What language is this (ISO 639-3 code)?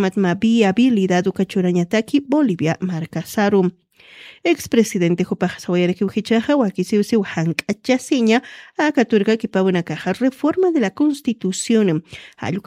aym